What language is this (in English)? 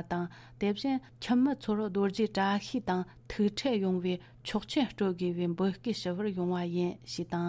Tibetan